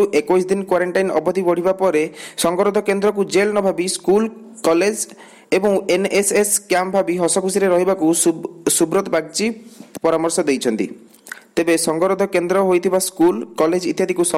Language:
Odia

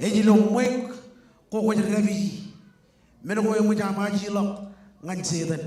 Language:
Marshallese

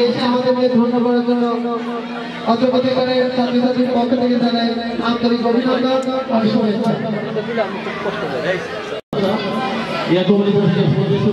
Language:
Bangla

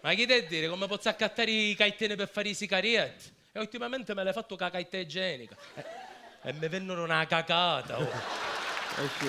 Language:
Sicilian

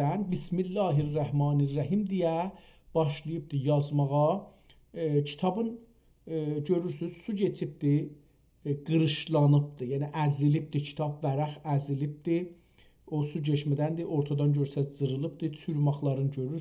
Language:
South Azerbaijani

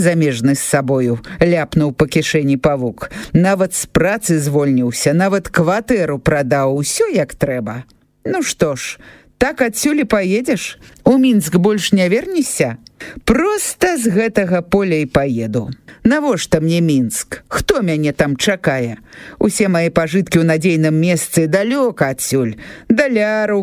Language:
Belarusian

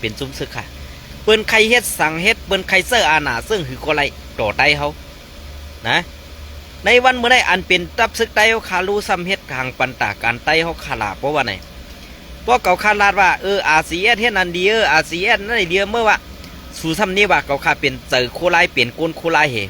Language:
Shan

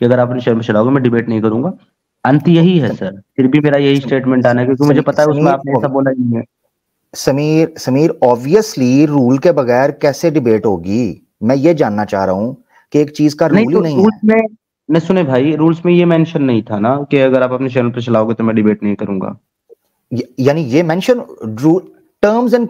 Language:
Hindi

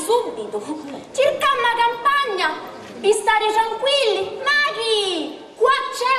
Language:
Sicilian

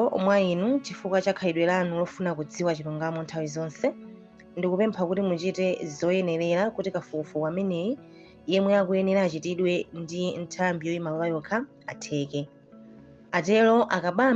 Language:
Nyanja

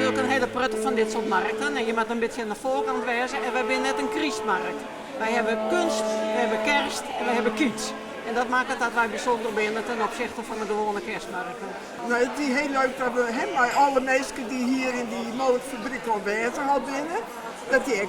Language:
Western Frisian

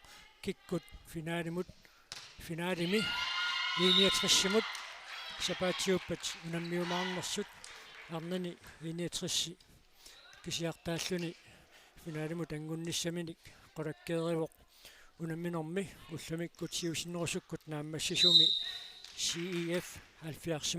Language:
Kalaallisut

